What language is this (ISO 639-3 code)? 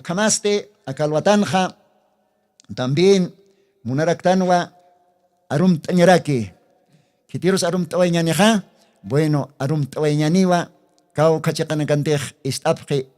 aym